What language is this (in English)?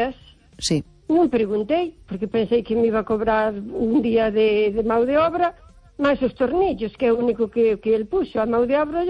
Galician